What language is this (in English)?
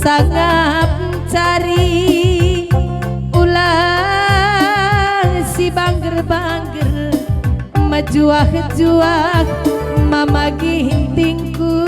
Batak Karo